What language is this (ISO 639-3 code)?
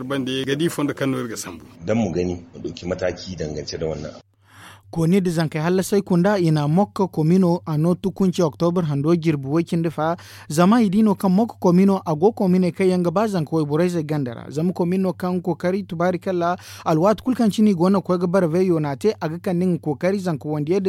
dje